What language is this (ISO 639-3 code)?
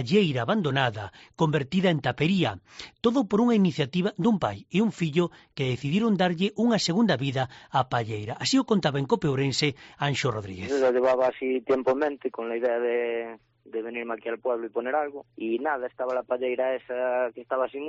glg